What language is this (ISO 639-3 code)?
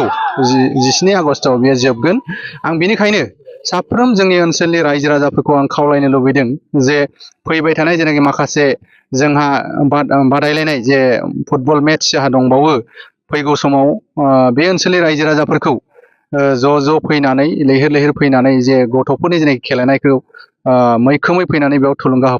brx